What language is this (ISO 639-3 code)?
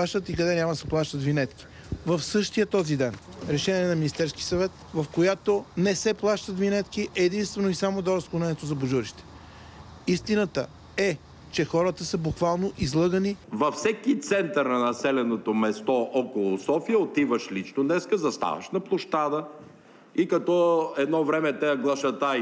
bul